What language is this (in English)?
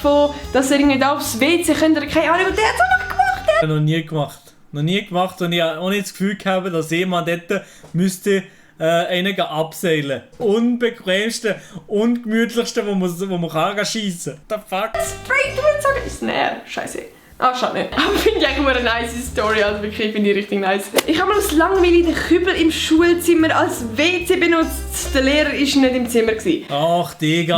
Swiss German